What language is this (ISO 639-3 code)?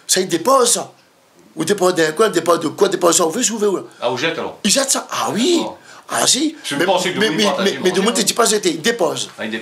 rcf